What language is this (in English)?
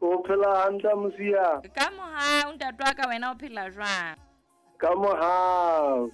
Southern Sotho